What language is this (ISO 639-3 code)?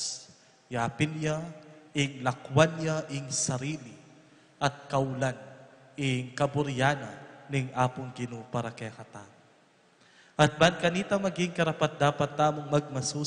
pam